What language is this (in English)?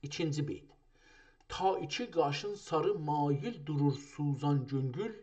South Azerbaijani